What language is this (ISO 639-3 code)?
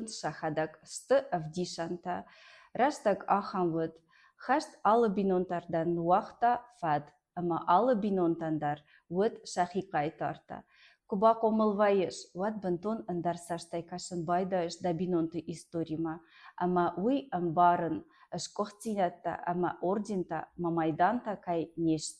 oss